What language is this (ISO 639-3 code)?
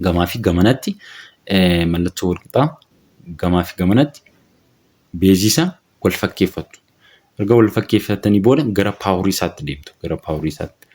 orm